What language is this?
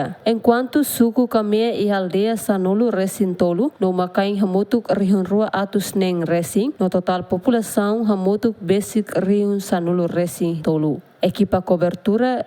Tetum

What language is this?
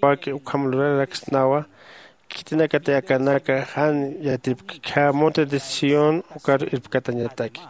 Aymara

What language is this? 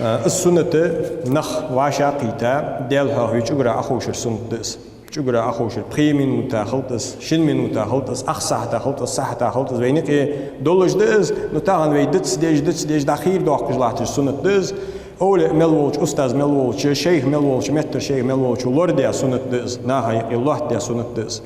Ingush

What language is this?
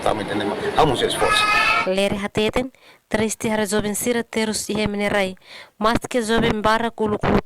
Tetum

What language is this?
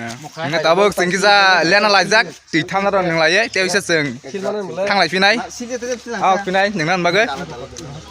Kok Borok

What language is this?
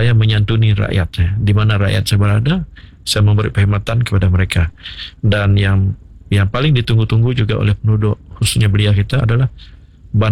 Malay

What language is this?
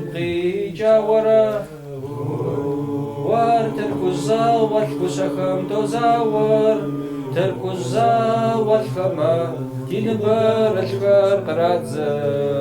Kabardian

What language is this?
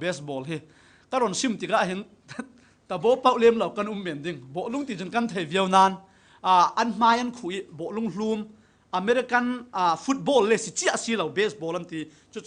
Falam Chin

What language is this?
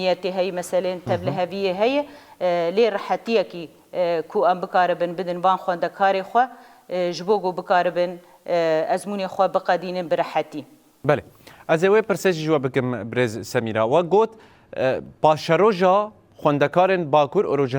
Kurdish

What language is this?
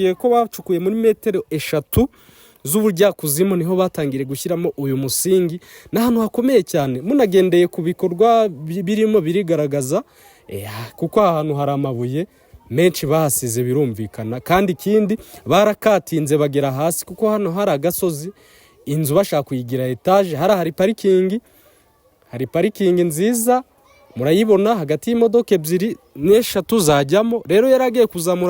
Kinyarwanda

